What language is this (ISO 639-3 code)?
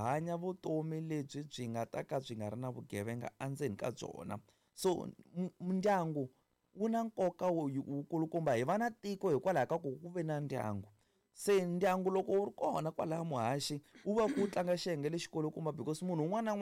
tso